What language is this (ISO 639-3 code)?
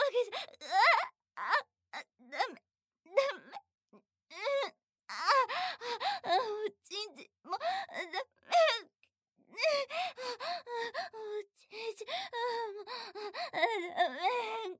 jpn